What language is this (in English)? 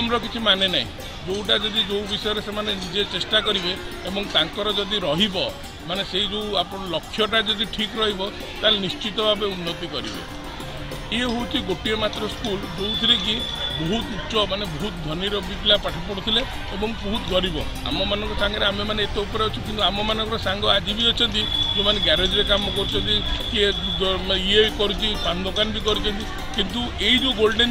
Odia